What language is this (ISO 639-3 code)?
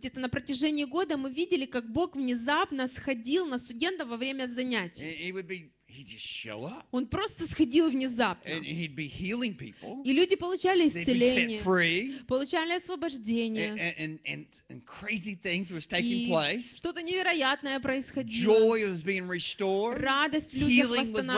rus